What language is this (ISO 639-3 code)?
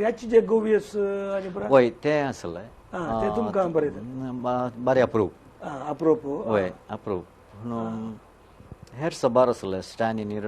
kok